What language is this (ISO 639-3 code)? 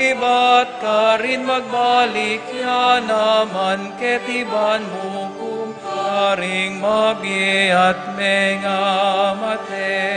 pam